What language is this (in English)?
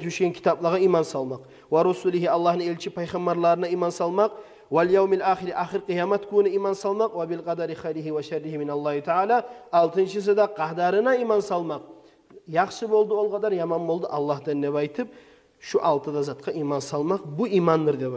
Kumyk